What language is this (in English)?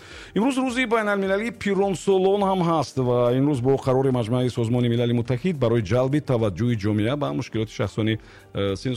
Tajik